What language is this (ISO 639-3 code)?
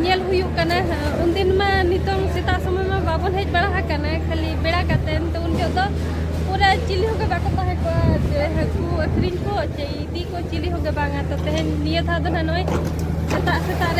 sat